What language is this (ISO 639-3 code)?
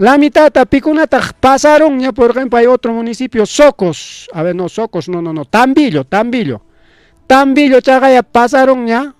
quy